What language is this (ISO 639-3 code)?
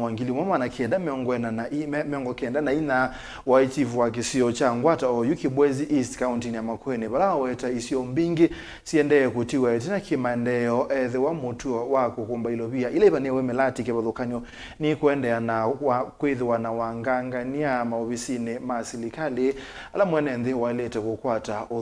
kam